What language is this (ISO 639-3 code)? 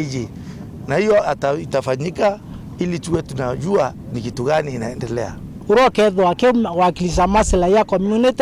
mer